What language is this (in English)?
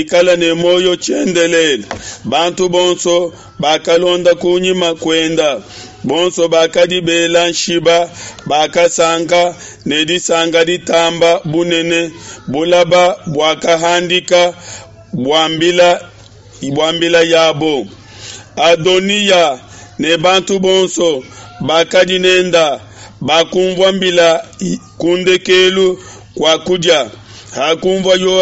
Luba-Lulua